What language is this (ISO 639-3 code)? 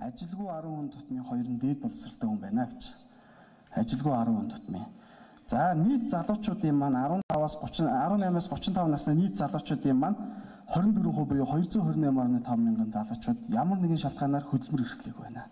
mon